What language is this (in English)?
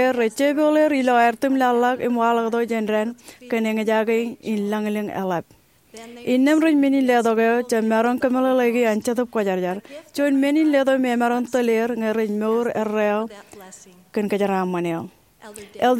Marshallese